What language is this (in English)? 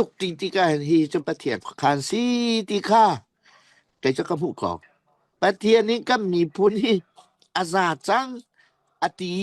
Falam Chin